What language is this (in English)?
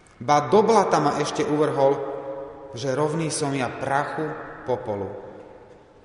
Slovak